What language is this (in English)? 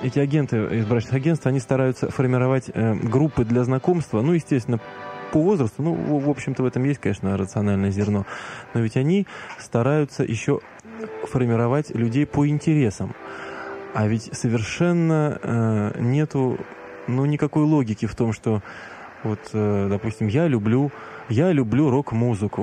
Russian